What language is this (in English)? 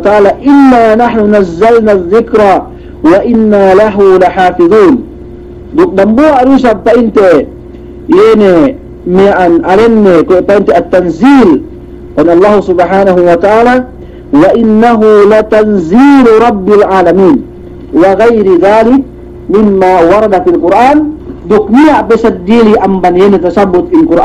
Yakan